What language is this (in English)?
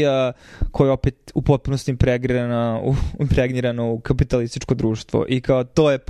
Serbian